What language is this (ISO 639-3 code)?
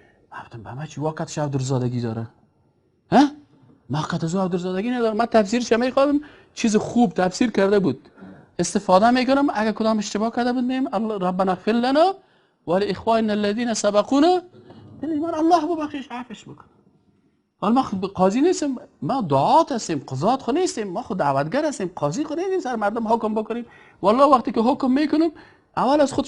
fas